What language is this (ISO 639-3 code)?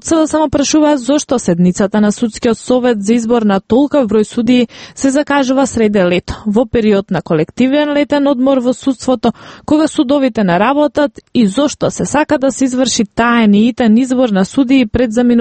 mkd